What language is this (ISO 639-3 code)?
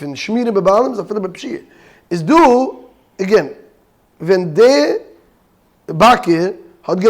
yid